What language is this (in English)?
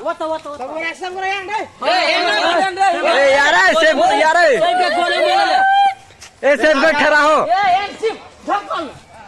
Maithili